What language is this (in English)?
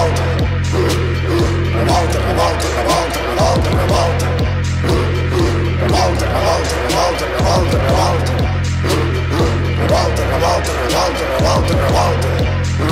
Basque